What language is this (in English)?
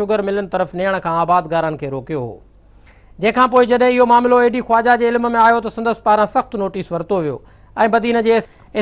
Sindhi